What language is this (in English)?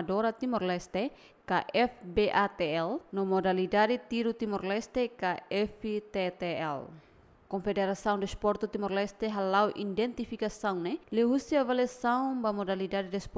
Tetum